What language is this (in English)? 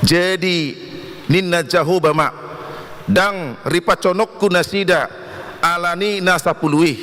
Batak Toba